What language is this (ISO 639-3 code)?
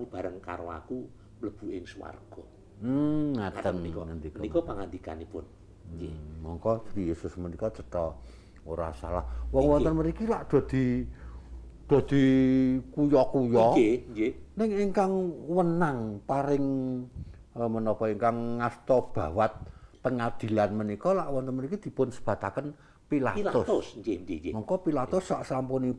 jav